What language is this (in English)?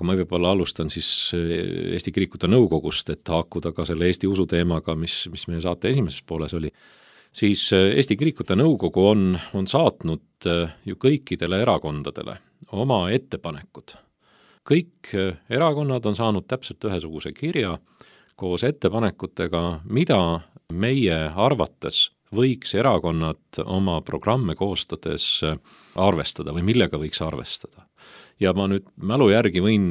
Estonian